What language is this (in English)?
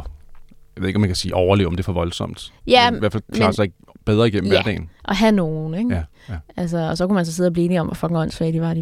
Danish